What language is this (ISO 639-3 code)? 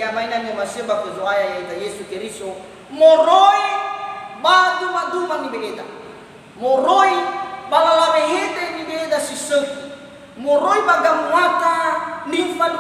nia